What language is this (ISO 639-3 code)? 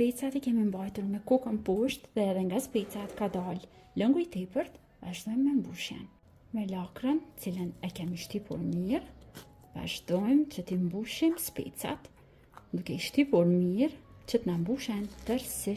sqi